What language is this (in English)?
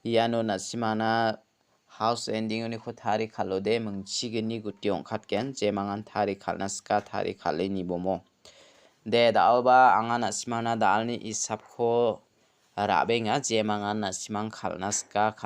Garo